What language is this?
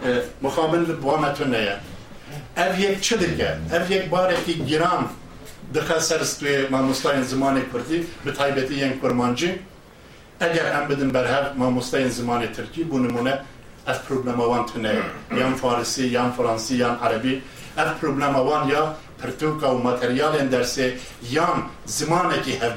Kurdish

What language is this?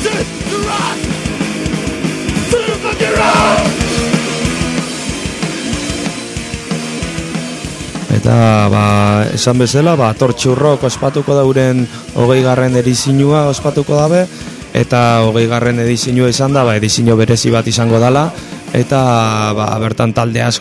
Basque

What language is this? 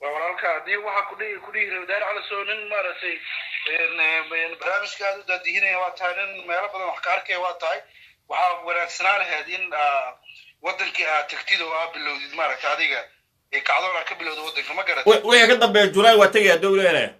Somali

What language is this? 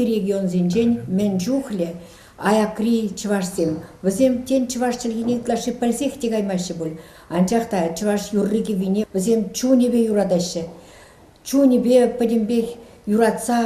Chuvash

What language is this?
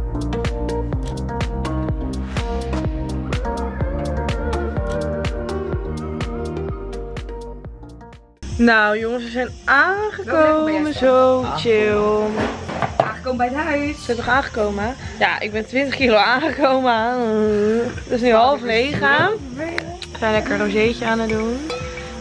Dutch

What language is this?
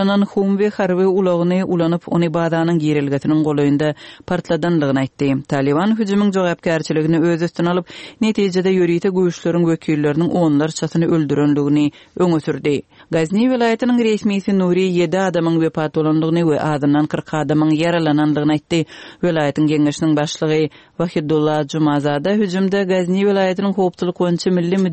Turkmen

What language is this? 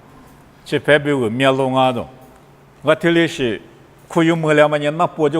Lisu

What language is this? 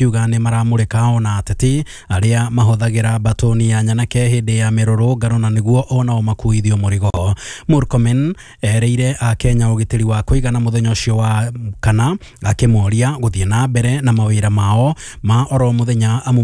Kikuyu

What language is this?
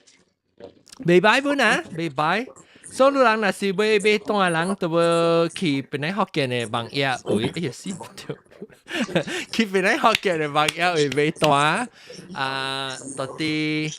Min Nan Chinese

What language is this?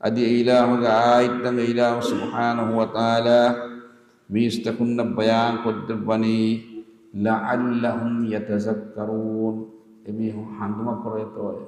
Divehi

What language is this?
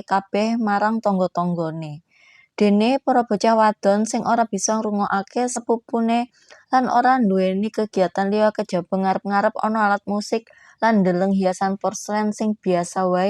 Javanese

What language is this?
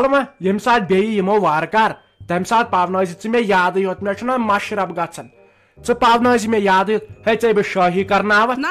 Kashmiri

